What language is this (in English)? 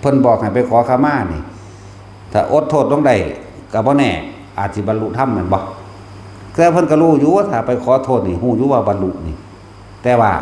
Northeastern Thai